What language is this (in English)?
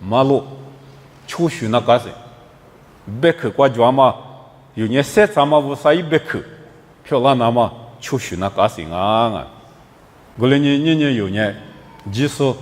Lisu